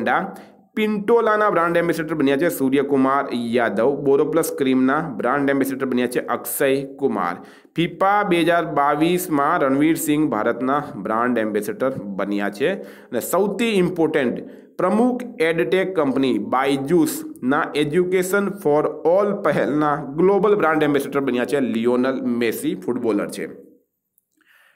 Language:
Gujarati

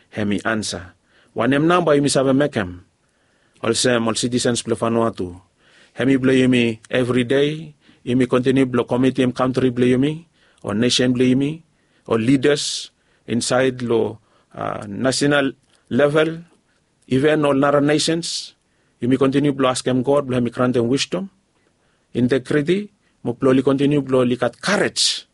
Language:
Bislama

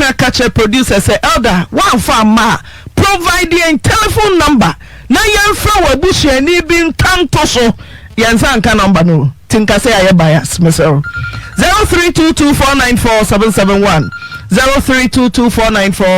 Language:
Akan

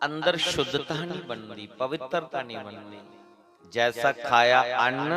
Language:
Dogri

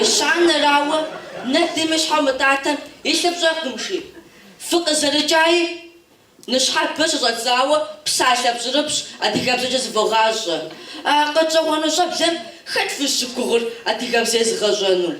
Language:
Kabardian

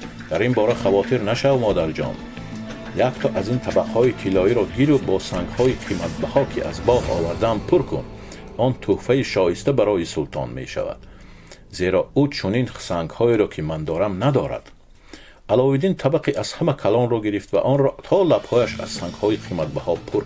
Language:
Tajik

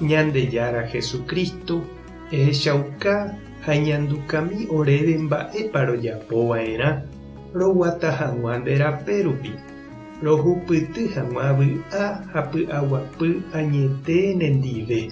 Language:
Guarani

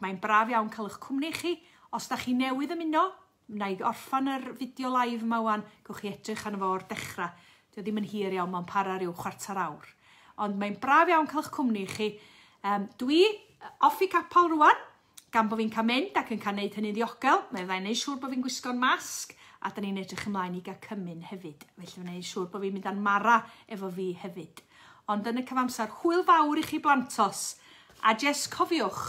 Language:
Welsh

